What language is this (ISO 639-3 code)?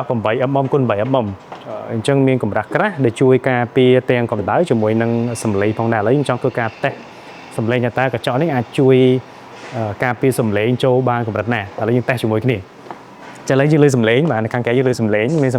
khm